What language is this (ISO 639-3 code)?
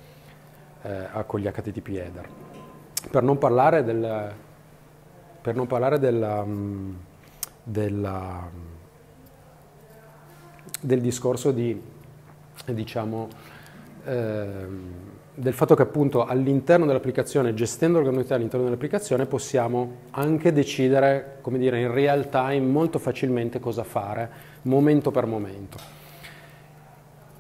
ita